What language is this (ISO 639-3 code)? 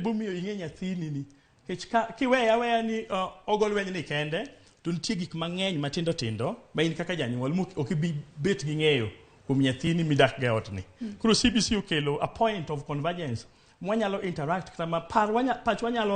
luo